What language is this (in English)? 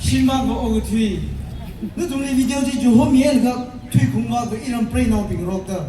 Tangkhul Naga (India)